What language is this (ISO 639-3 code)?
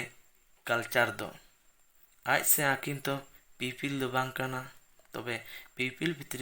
sat